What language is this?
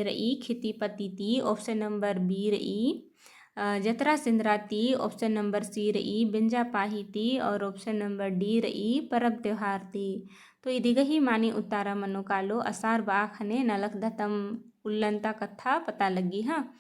Kurukh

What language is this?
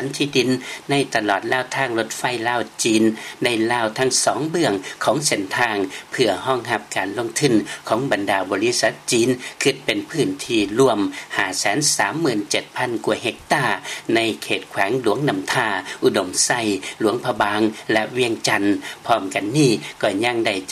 Lao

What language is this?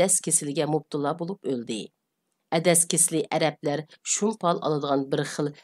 Uyghur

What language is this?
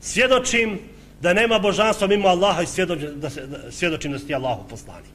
Bosnian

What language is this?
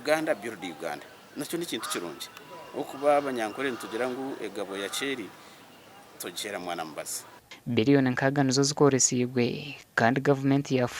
Nyankole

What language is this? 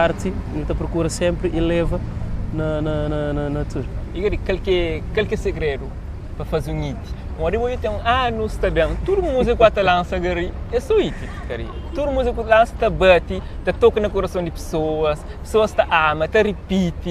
Kabuverdianu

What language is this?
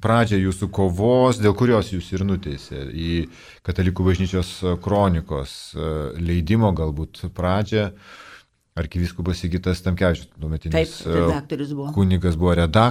Lithuanian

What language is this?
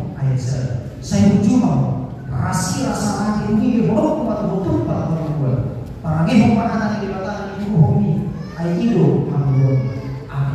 Batak Toba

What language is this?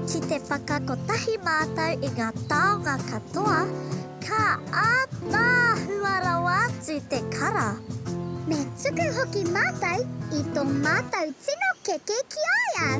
Māori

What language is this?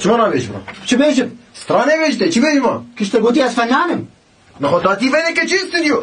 Kurdish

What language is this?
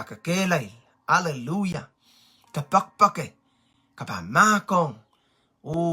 Pohnpeian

